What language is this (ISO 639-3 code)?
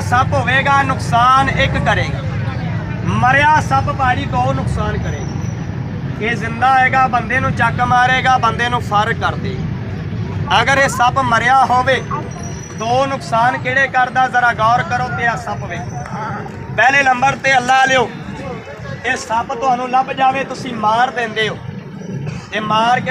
skr